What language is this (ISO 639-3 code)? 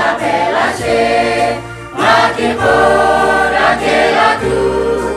lhu